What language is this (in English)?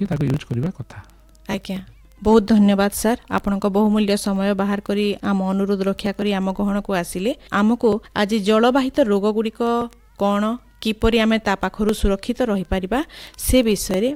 Odia